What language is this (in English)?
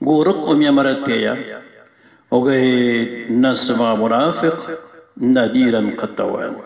Maranao